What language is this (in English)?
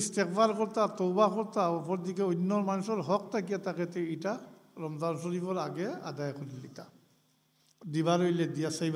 Sylheti